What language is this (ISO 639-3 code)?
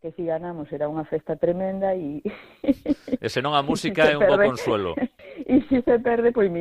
glg